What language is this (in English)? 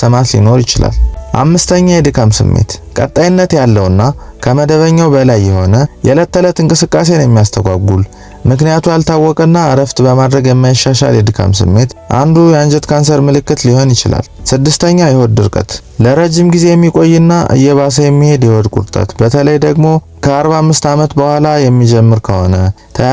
Amharic